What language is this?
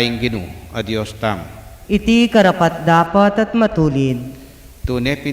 Pampanga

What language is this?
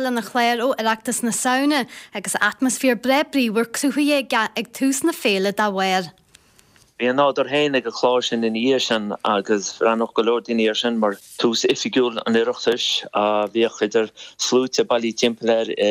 Irish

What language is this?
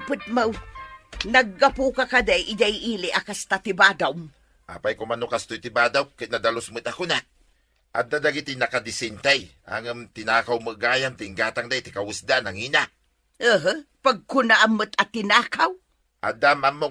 Iloko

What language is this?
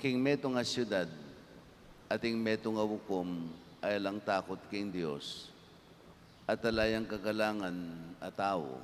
Pampanga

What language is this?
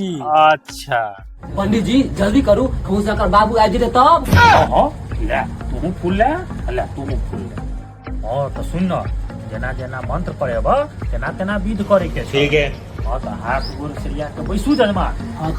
Maithili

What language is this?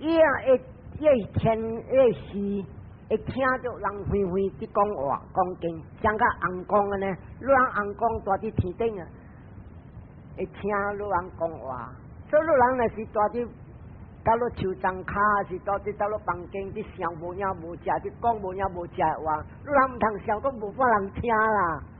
Min Nan Chinese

